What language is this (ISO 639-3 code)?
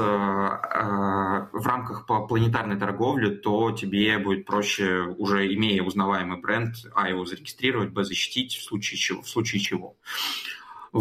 rus